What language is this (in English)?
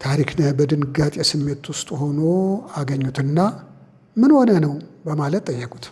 Amharic